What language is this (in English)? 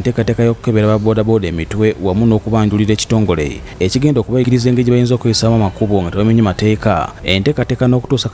Ganda